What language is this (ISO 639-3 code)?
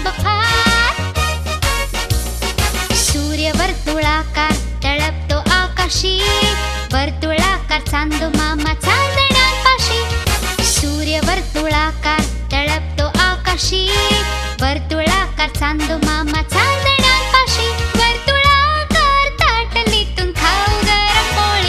mar